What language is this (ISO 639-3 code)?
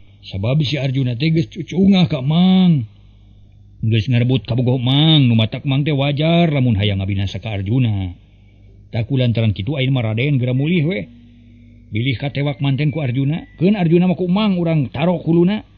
sun